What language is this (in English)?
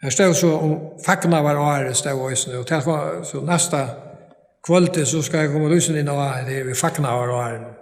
Faroese